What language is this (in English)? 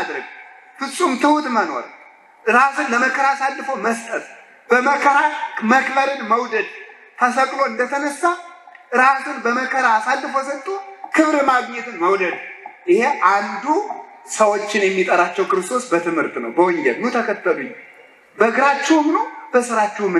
Amharic